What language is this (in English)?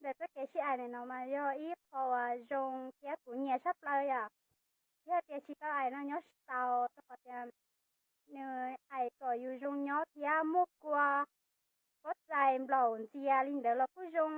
Hmong